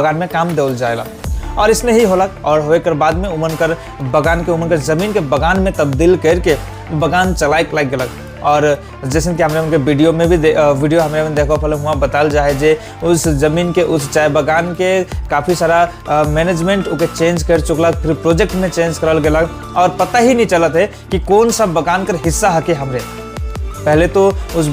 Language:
Sadri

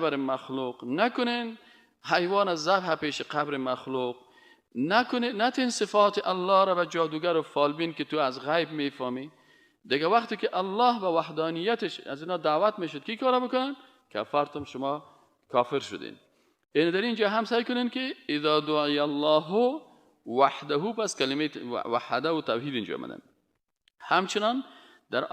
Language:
Persian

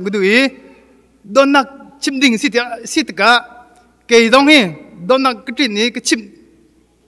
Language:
Hakha Chin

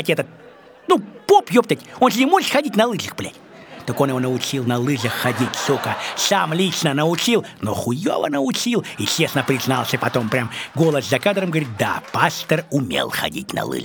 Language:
Russian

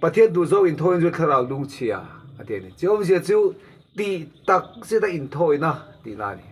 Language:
Mizo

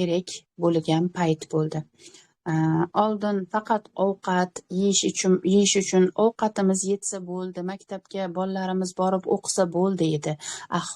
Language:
Uzbek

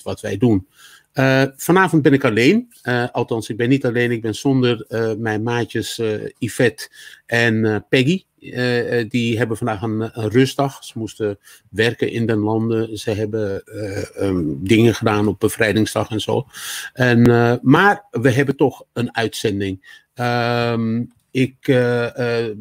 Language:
Dutch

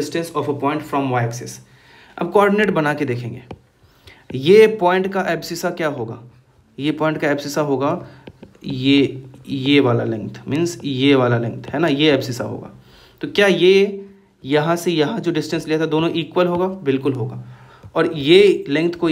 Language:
Hindi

